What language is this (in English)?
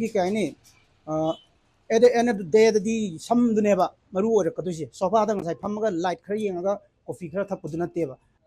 Manipuri